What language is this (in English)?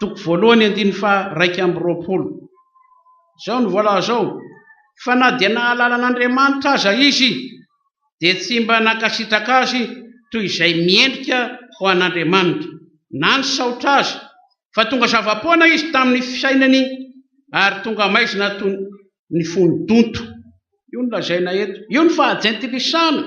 Malagasy